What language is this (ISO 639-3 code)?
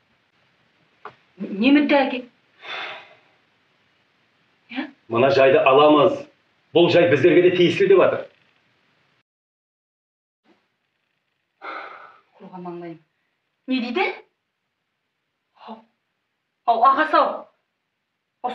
kaz